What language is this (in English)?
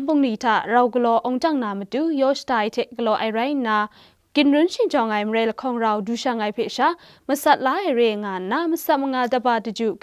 Kachin